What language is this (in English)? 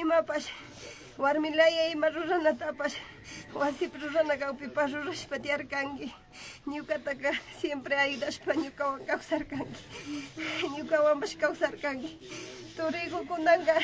Imbabura Highland Quichua